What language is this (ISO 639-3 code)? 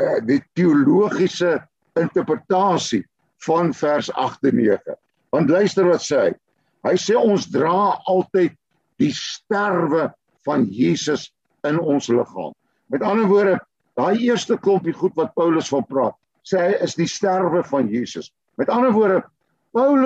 afr